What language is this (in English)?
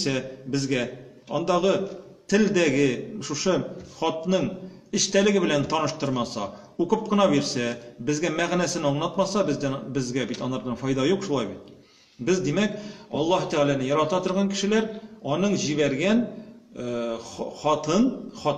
Tatar